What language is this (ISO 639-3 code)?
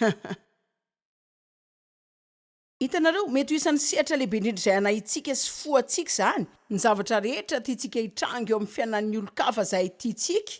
mlg